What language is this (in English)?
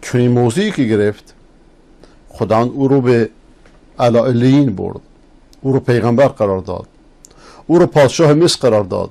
Persian